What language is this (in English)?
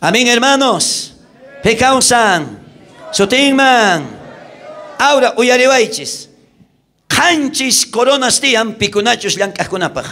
South Bolivian Quechua